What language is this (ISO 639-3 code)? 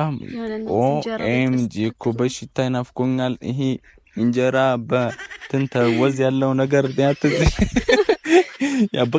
amh